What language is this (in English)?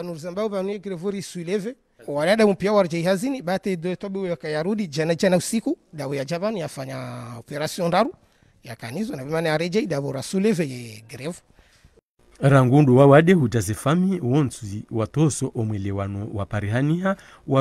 Swahili